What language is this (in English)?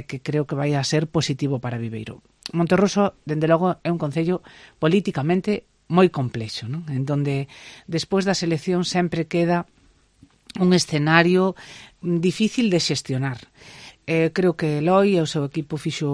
Galician